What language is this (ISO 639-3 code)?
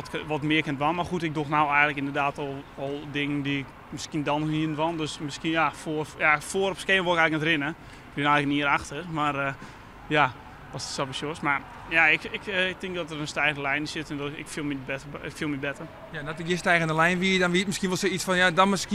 fry